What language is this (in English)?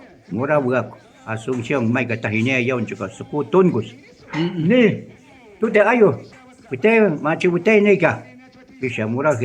Shuar